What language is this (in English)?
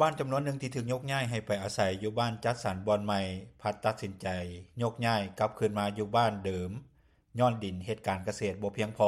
Lao